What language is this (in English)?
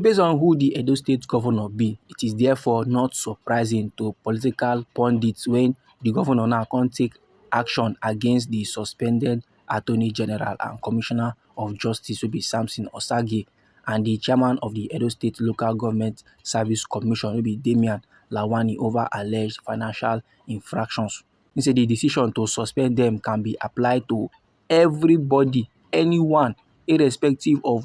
Nigerian Pidgin